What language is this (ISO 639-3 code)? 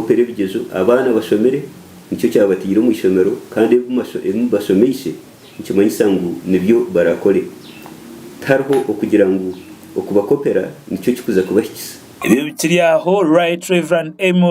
nyn